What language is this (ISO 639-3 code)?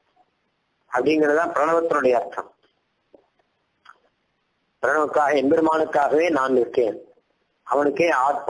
tam